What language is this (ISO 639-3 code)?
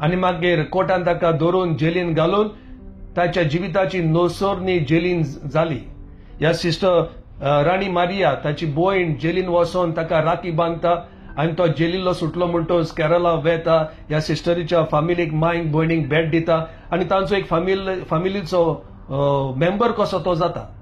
kok